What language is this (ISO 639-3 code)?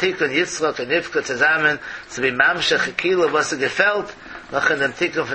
yid